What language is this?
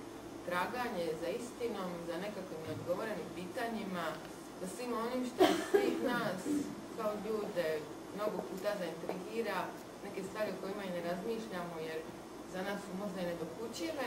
Croatian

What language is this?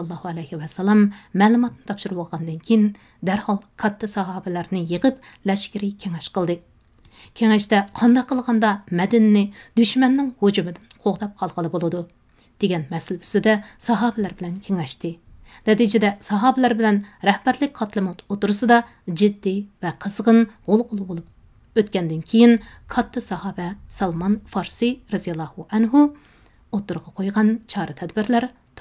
Uyghur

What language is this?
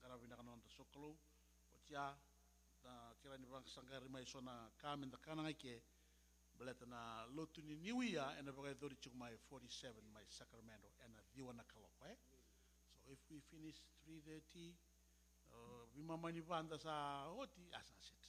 Fijian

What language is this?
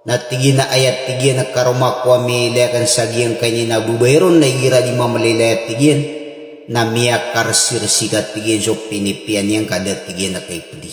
Maranao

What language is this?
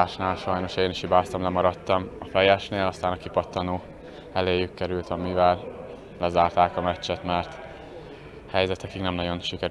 Hungarian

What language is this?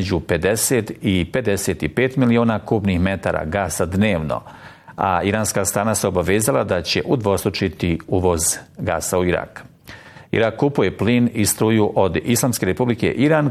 Bosnian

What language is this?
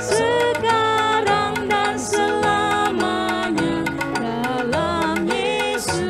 Batak Karo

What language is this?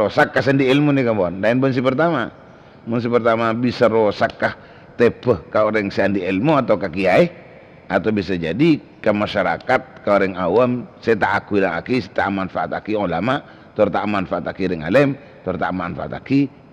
Madurese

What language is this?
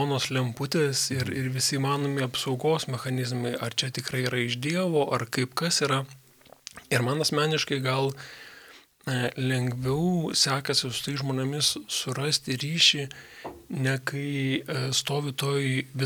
Lithuanian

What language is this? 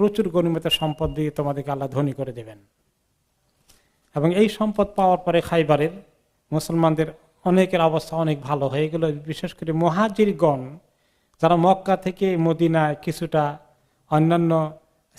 Bangla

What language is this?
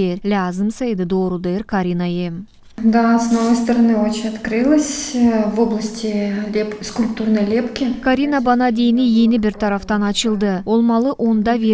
Gagauz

